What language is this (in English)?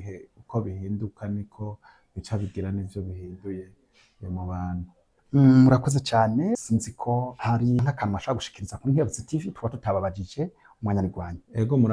Rundi